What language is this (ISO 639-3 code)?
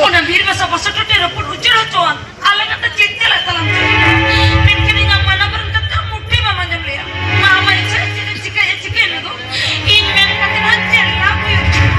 sat